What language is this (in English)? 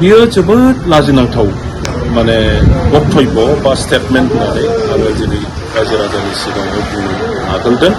Bodo